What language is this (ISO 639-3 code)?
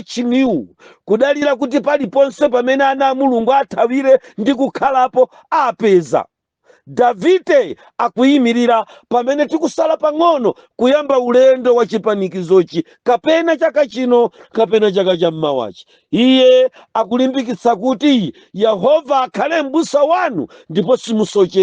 nya